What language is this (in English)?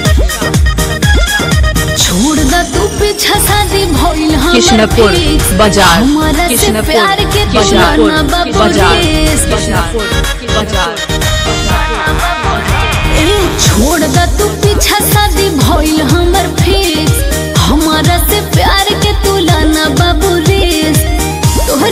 Bhojpuri